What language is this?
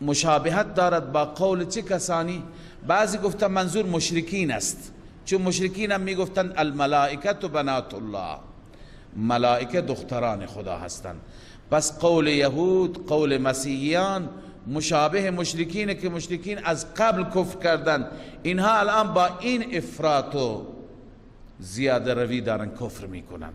Persian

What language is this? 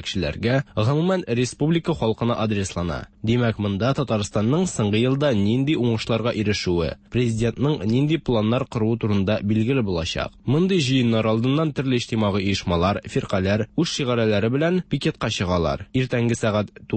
Tatar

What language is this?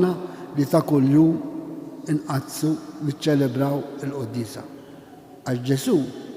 Maltese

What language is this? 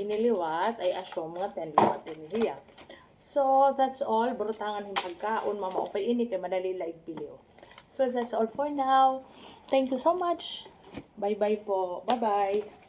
Waray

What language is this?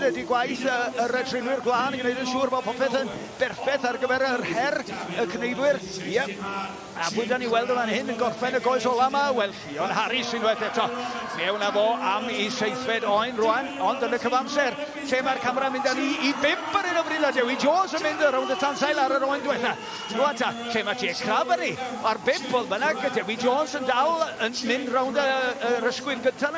Welsh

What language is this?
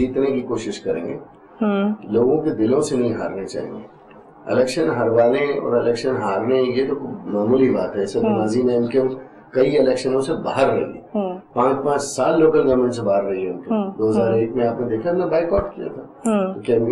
Urdu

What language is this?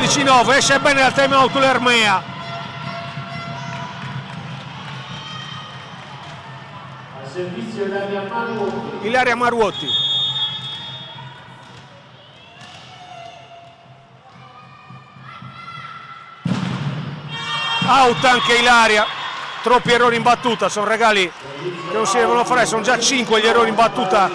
Italian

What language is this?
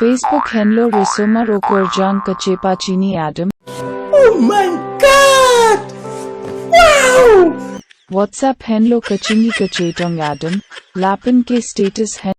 Karbi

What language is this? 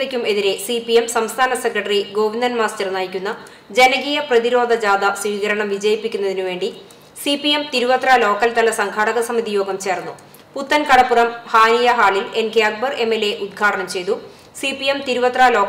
Malayalam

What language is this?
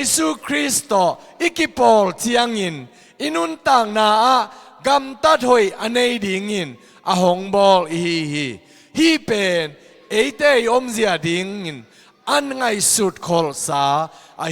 Tedim Chin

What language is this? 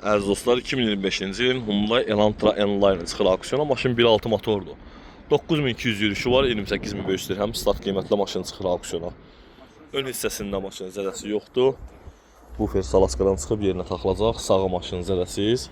Azerbaijani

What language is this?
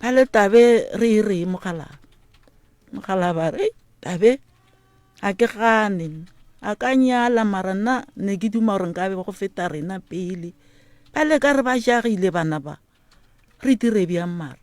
Northern Sotho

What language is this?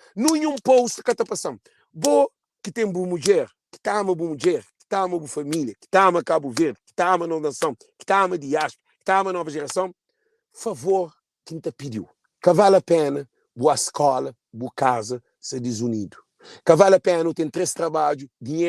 Kabuverdianu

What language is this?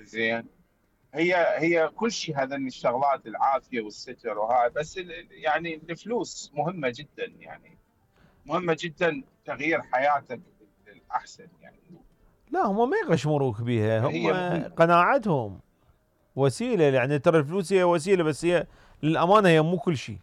Mesopotamian Arabic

